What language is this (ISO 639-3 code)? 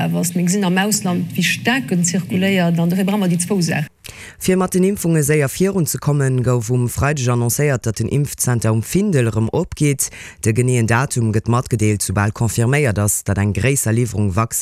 ltz